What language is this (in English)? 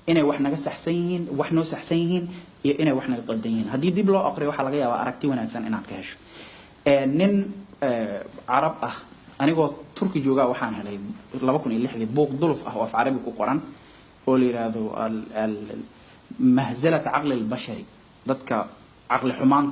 Somali